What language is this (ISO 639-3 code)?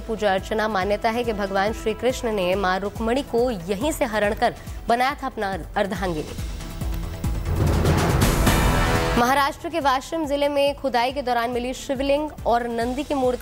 hin